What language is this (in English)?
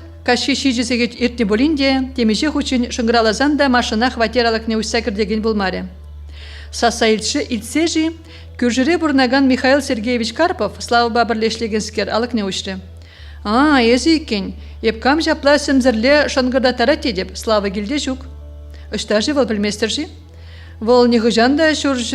Chuvash